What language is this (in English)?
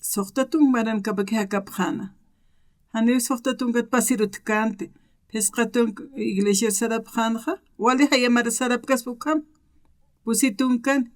Aymara